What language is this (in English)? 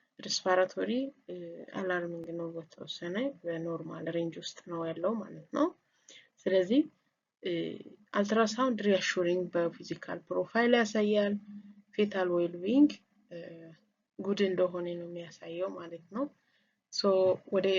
Amharic